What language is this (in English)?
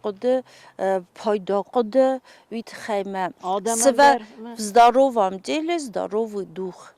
Ossetic